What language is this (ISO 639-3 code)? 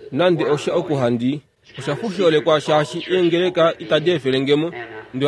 kua